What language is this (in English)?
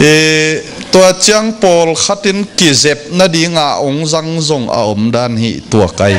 Tedim Chin